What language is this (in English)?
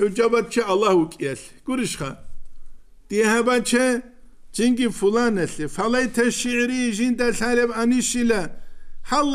Avaric